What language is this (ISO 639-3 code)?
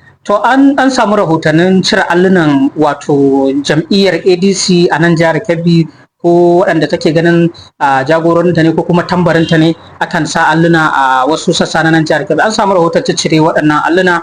hau